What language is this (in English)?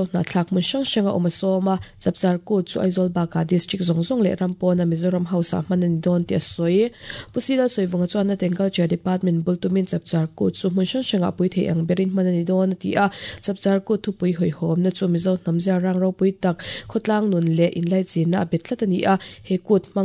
Mizo